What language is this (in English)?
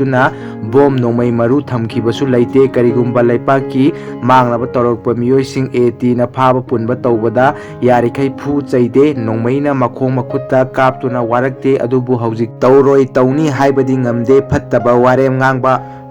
Manipuri